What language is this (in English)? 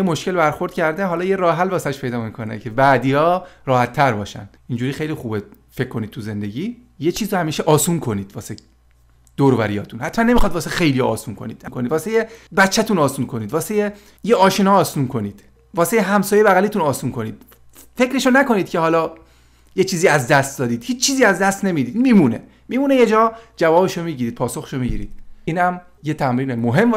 Persian